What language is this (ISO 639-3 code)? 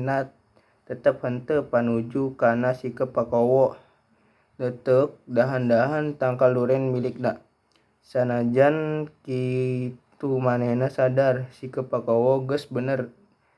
sun